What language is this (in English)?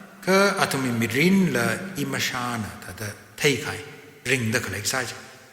Tangkhul Naga (India)